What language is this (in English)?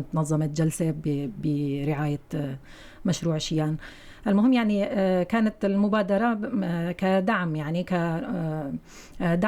North Levantine Arabic